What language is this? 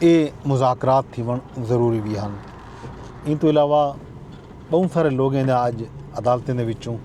Saraiki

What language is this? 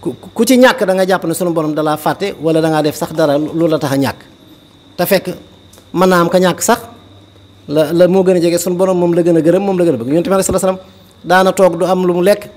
Wolof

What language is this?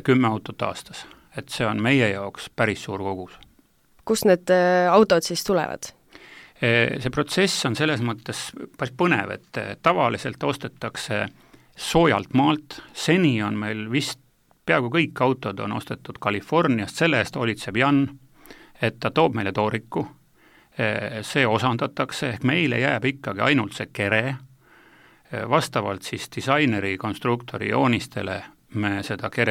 Estonian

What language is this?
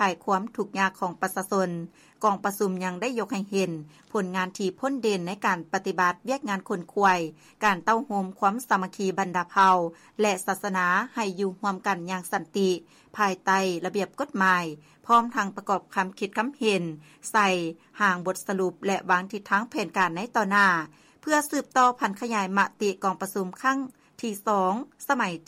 Lao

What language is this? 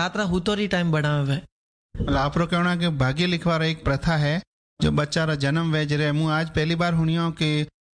Hindi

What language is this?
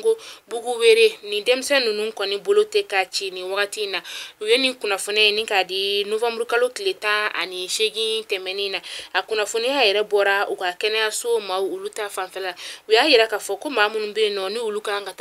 Bambara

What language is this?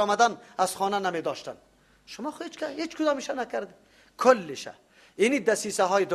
Persian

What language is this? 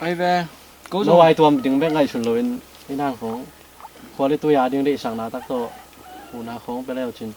Tedim Chin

